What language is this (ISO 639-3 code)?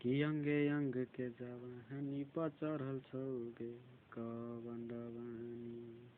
mai